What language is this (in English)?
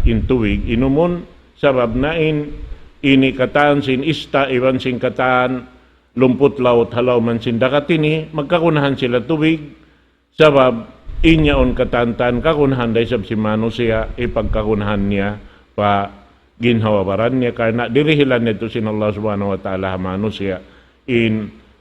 Tausug